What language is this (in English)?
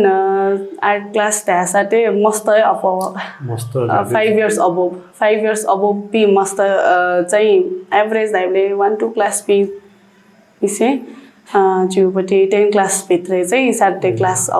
Newari